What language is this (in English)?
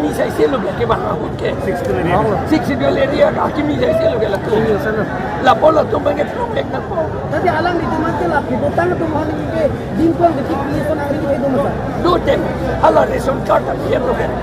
Karbi